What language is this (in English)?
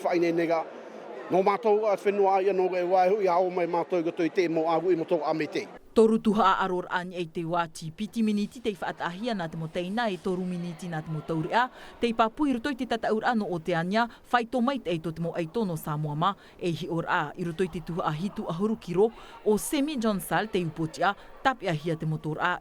Tahitian